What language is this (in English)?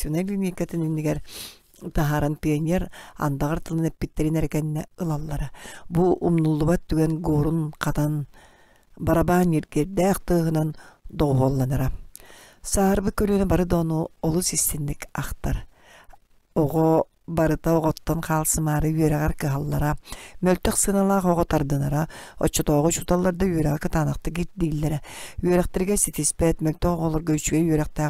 Yakut